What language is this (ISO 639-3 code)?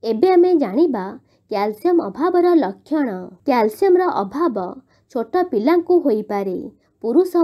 ori